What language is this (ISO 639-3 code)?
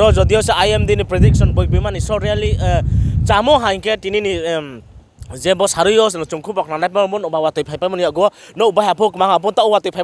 ria